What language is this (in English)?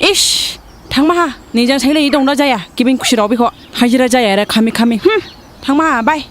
Dimasa